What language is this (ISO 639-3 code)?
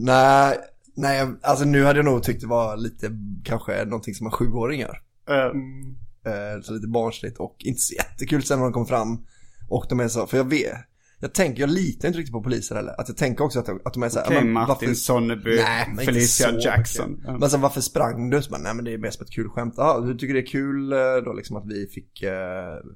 swe